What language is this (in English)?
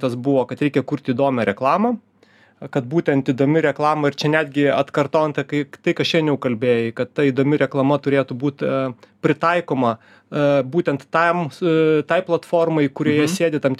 Lithuanian